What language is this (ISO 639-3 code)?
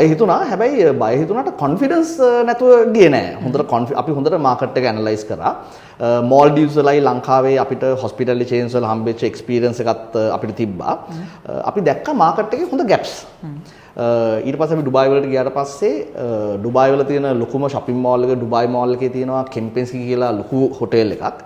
sin